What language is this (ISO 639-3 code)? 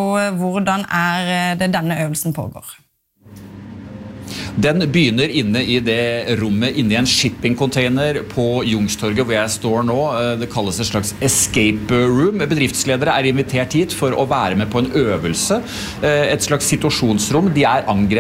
nor